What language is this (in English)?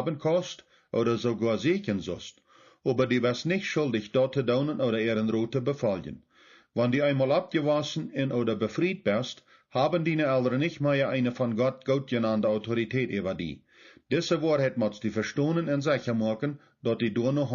Plautdietsch